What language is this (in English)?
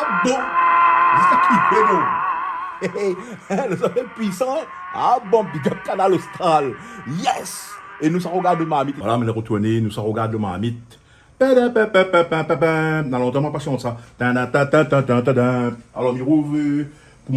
Réunion Creole French